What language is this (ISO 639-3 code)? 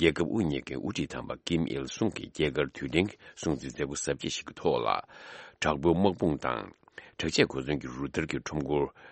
bod